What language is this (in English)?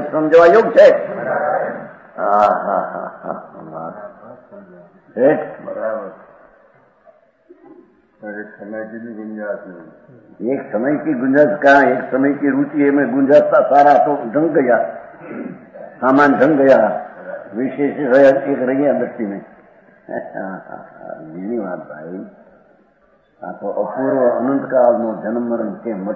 Gujarati